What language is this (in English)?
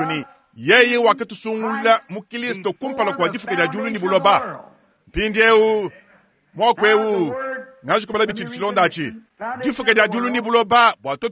Luba-Lulua